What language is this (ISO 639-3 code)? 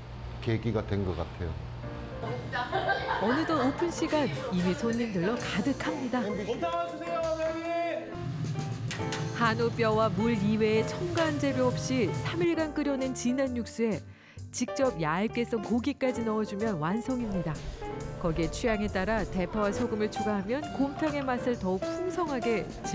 kor